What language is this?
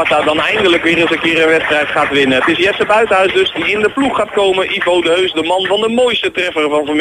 Dutch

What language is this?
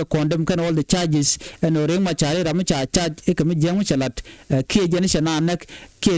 Nuer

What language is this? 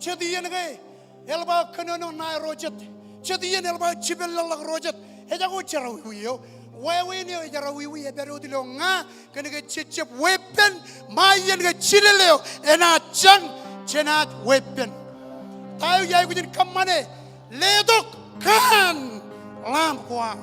Marshallese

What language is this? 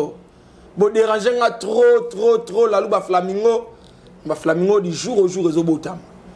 Lingala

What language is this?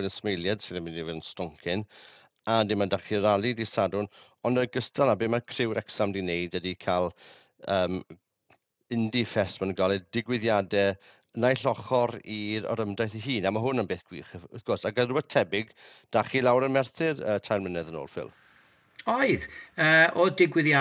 Welsh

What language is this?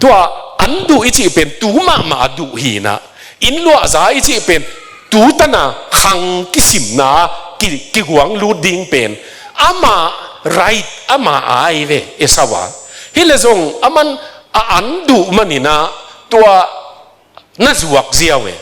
Tedim Chin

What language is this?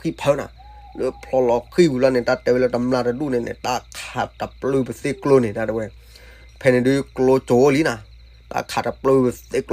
S'gaw Karen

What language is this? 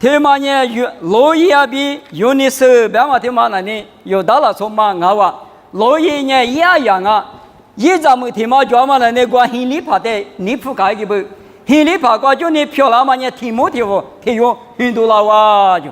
Lisu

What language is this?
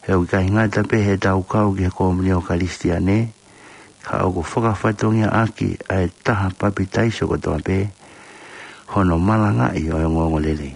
Tongan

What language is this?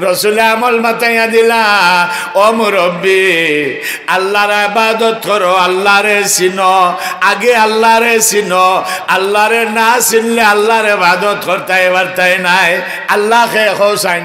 Sylheti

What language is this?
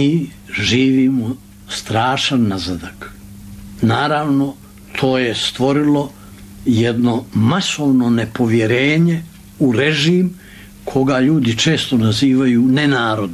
Bosnian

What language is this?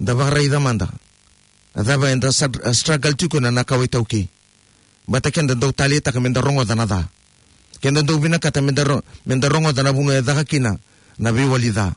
Fijian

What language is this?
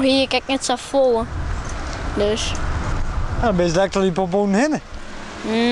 Western Frisian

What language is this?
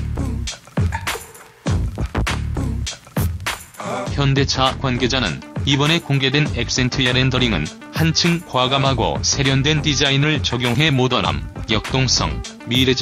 Korean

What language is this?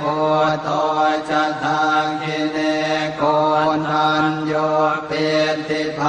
Pali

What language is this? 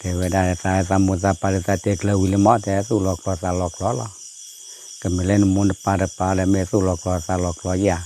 S'gaw Karen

